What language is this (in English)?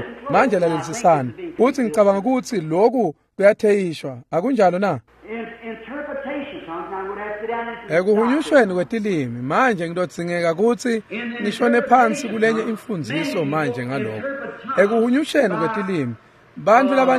Swati